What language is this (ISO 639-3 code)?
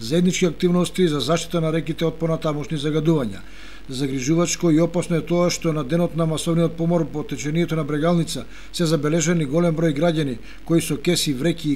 mkd